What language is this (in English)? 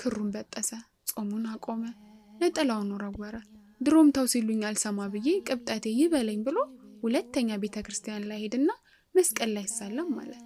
Amharic